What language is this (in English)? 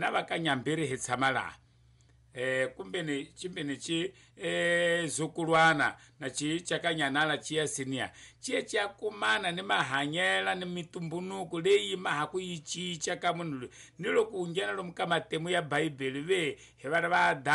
Tsonga